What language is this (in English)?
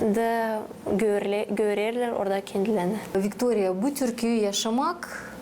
Gagauz